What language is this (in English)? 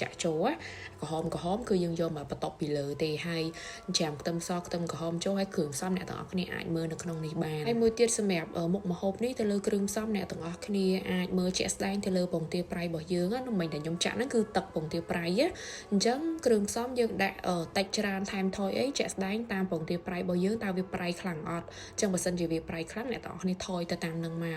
Khmer